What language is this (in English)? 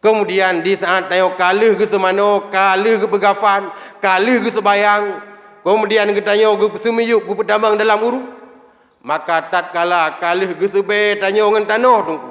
Achinese